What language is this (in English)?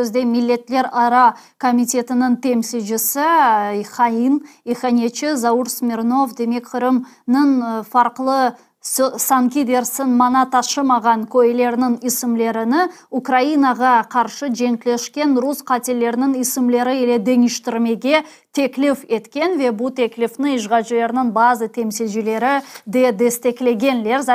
Crimean Tatar